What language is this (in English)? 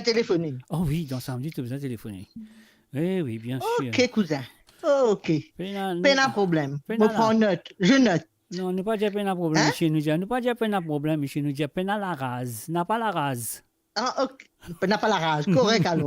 Morisyen